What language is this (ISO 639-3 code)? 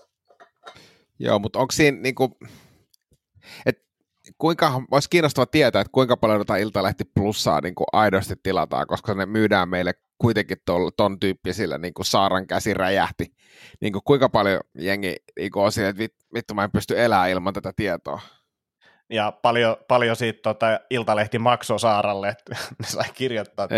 fin